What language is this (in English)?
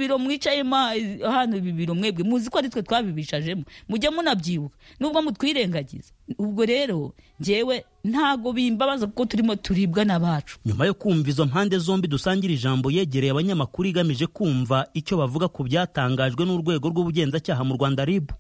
Kinyarwanda